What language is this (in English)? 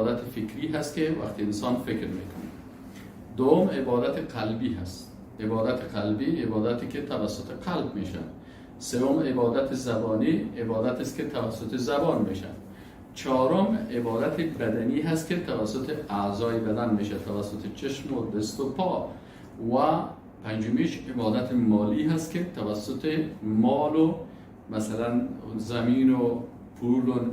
Persian